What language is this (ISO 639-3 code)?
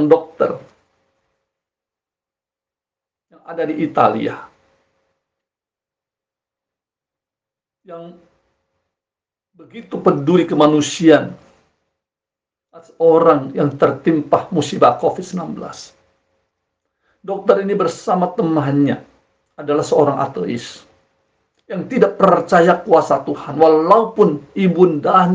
ind